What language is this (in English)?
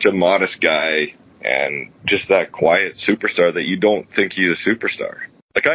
English